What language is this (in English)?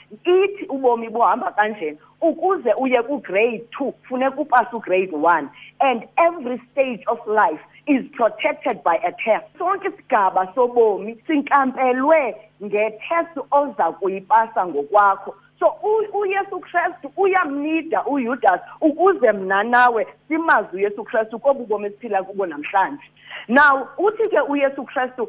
Xhosa